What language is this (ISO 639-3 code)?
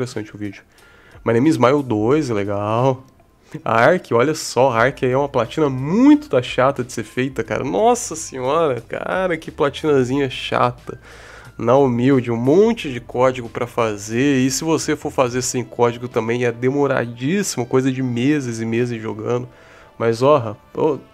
por